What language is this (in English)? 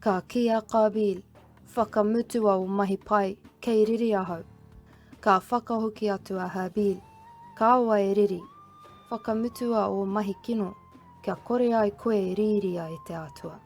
Māori